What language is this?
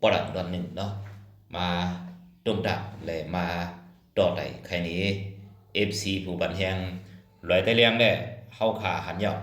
Shan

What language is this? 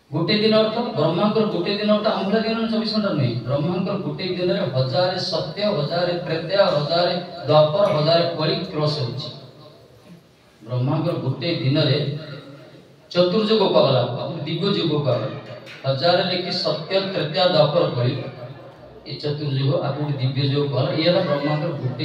Odia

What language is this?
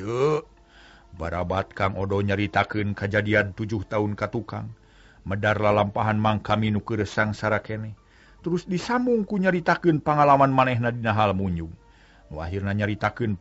Sundanese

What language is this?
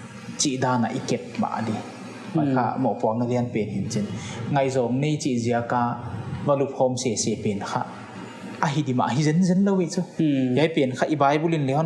Paite Chin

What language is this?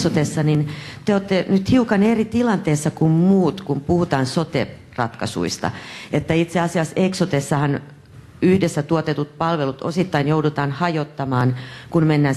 Finnish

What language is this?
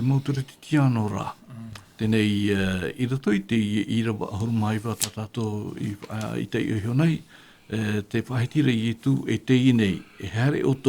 Tahitian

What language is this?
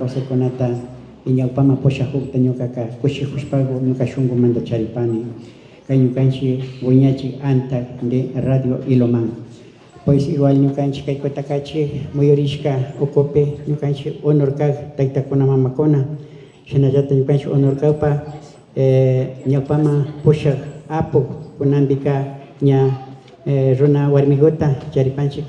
Imbabura Highland Quichua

